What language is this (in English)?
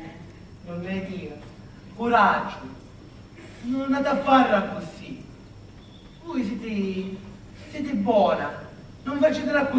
Sicilian